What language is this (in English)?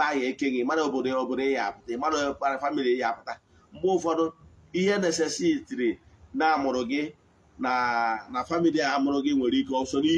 Igbo